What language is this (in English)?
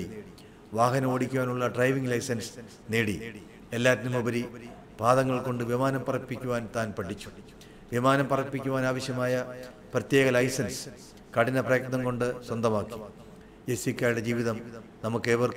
Malayalam